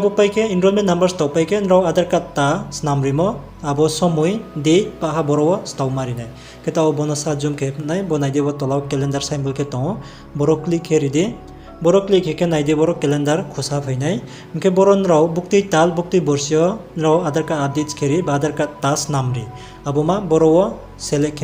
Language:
Riang (India)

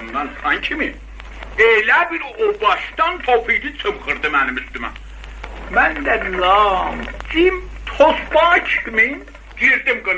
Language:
South Azerbaijani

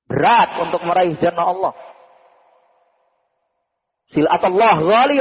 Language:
Indonesian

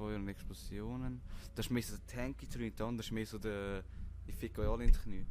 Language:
Swiss German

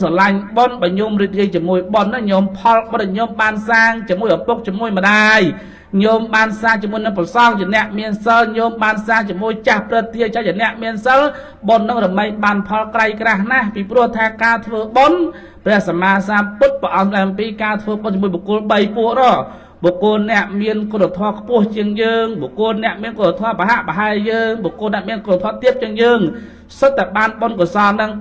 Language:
Khmer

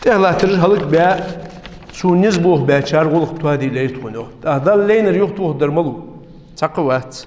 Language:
Ingush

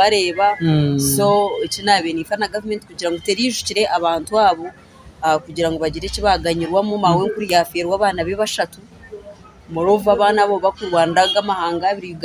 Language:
Nyankole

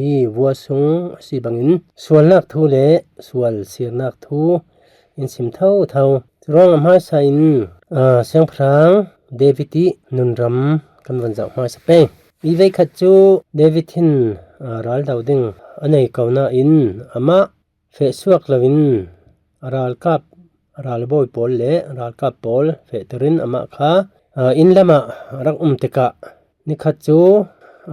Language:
Falam Chin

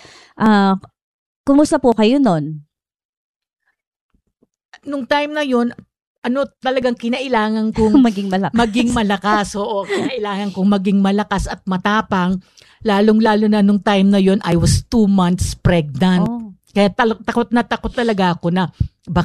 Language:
Filipino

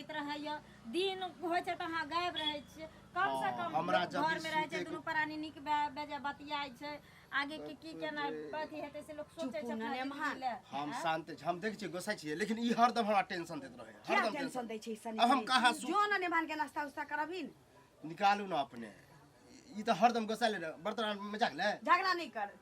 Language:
Maithili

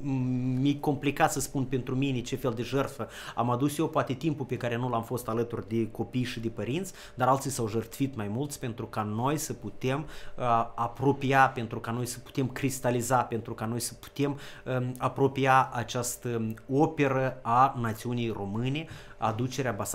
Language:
Romanian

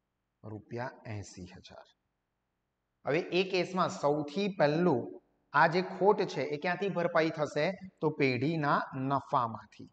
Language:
Gujarati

